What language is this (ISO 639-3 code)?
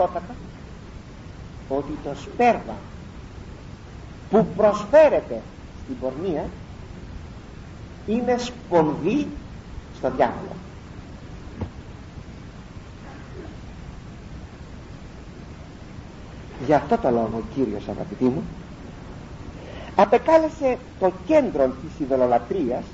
ell